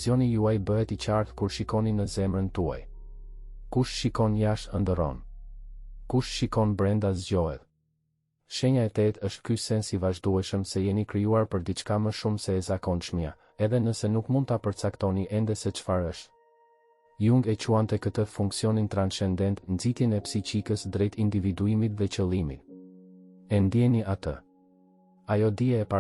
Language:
Albanian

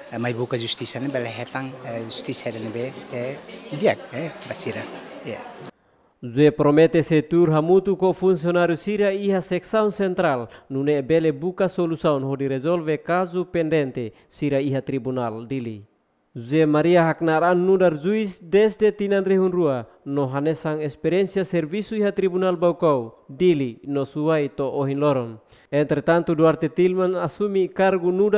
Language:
Tetum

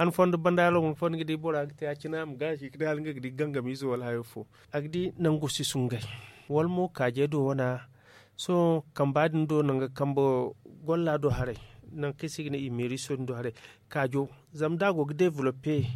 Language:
Zarma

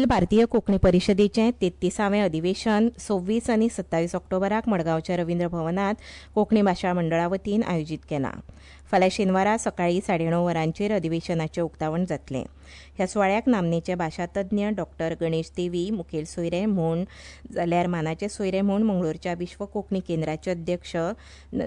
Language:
Konkani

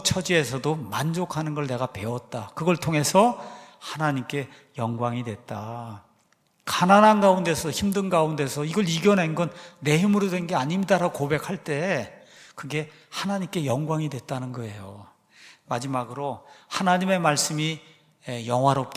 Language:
Korean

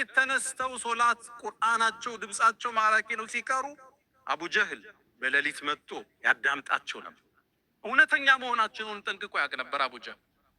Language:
Amharic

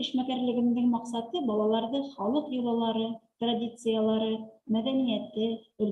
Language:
Bashkir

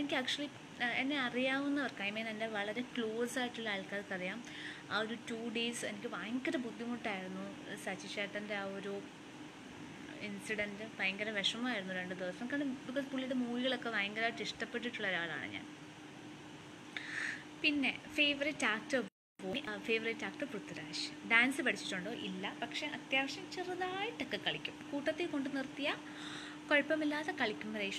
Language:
Malayalam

